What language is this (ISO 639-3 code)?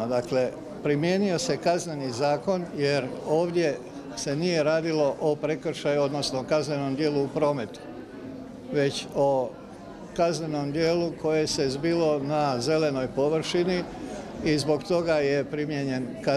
hrv